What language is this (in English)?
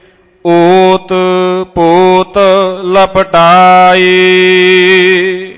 Punjabi